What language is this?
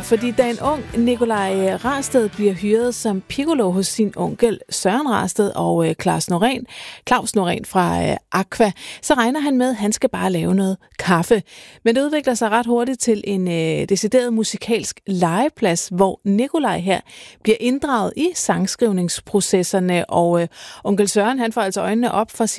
Danish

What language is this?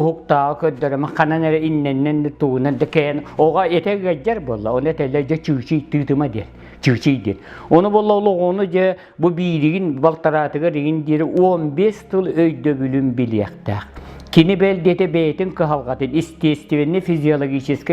Yakut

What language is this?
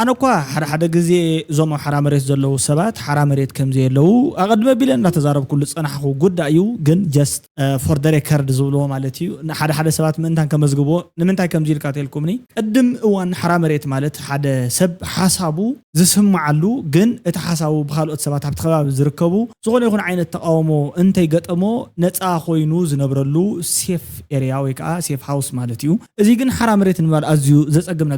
Tigrinya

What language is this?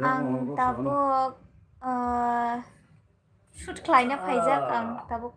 Kok Borok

